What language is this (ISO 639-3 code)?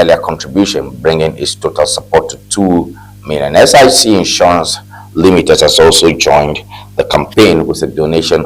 ewe